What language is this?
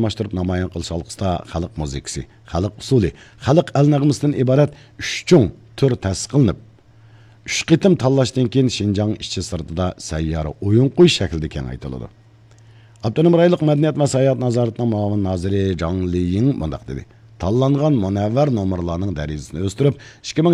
Uyghur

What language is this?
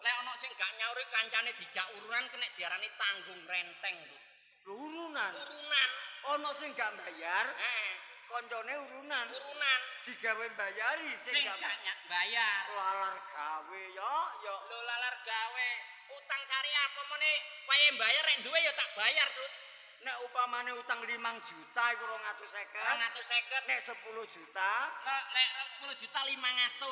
Javanese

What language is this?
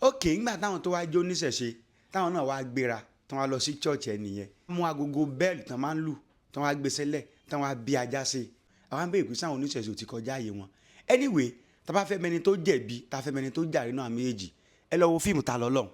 Yoruba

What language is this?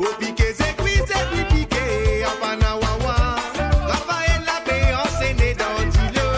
Morisyen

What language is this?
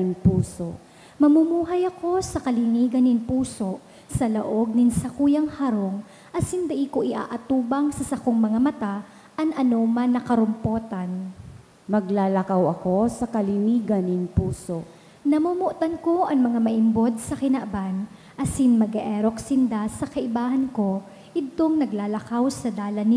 Bikol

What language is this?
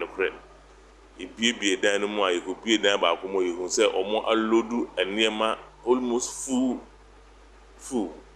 Akan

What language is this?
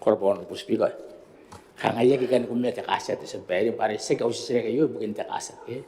Gilbertese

